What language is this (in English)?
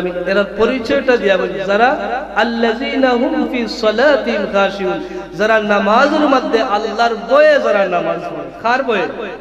Sylheti